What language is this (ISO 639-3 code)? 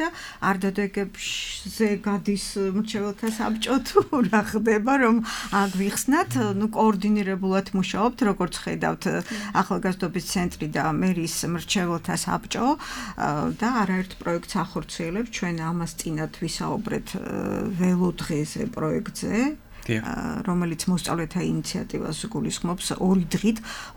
kat